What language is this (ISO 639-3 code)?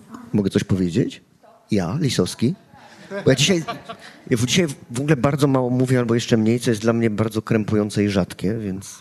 pol